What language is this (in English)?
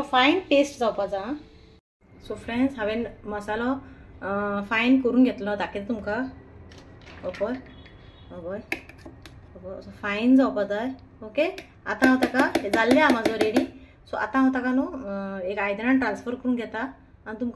Konkani